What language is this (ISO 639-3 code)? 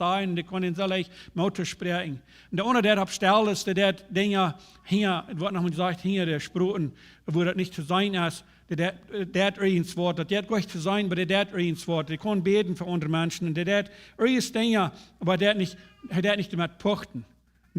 pdt